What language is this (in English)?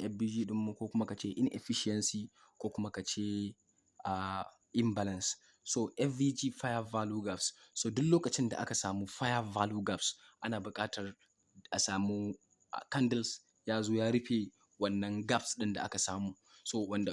Hausa